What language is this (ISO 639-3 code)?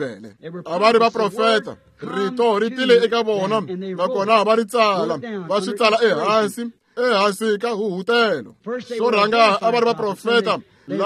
tso